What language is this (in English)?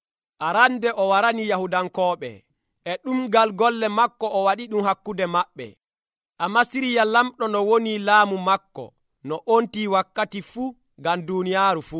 Nigerian Fulfulde